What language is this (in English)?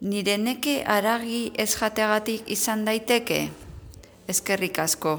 Basque